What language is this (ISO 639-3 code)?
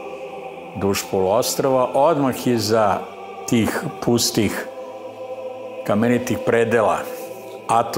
srp